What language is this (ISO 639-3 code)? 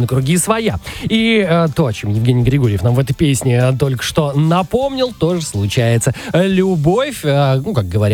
rus